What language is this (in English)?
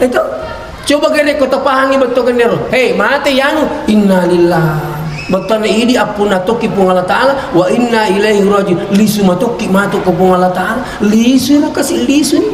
Buginese